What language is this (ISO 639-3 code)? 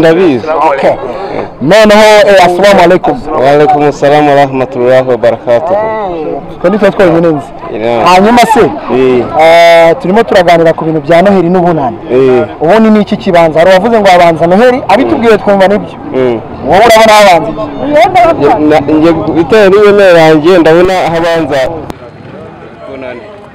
kin